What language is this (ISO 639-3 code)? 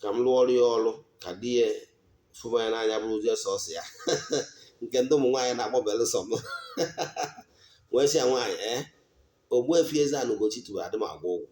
ibo